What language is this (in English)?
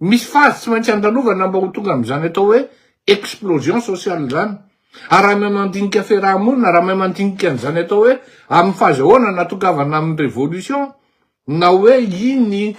Malagasy